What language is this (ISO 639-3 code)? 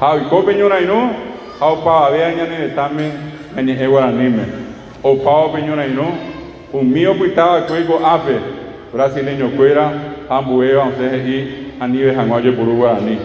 grn